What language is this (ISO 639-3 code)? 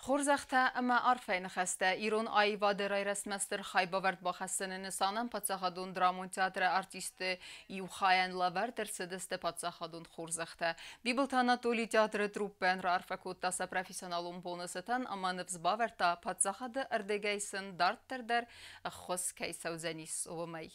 oss